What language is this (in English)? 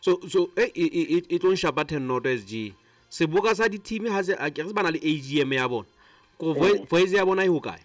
Southern Sotho